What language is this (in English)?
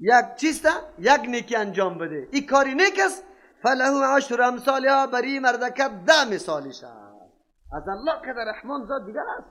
Persian